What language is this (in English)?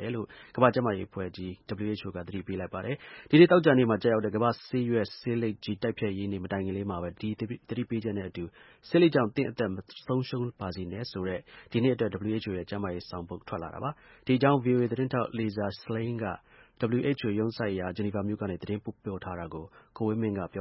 Burmese